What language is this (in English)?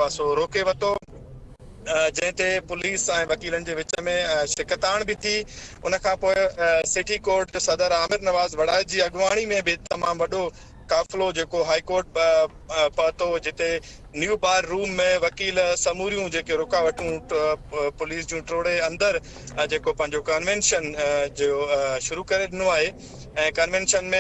Sindhi